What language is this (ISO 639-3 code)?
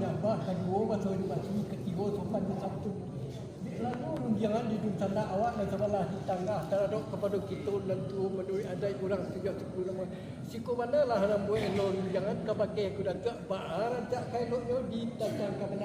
min